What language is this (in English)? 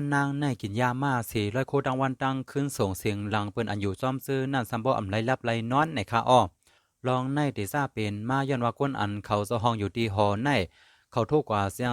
Shan